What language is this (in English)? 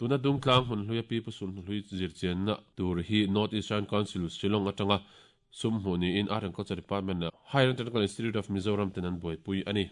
Mizo